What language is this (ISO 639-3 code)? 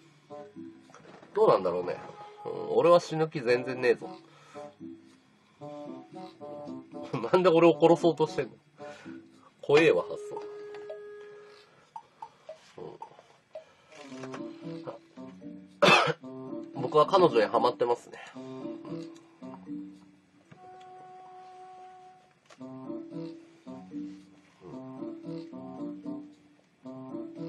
jpn